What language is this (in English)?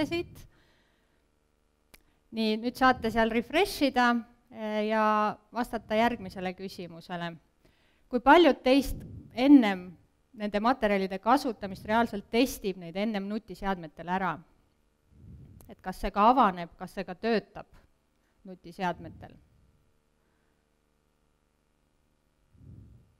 Estonian